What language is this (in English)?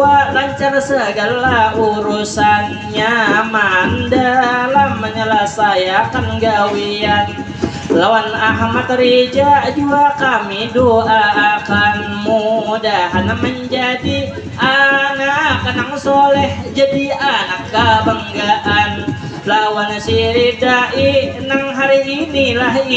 Banjar